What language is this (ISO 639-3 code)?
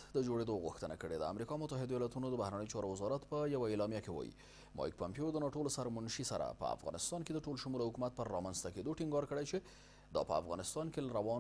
pus